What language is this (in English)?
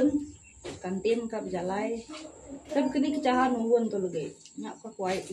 Iban